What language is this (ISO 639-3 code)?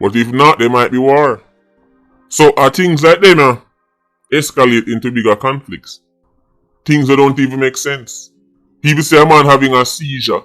jam